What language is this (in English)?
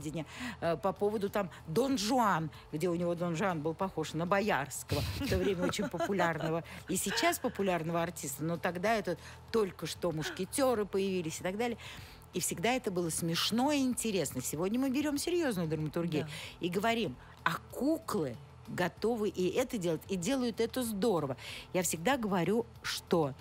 Russian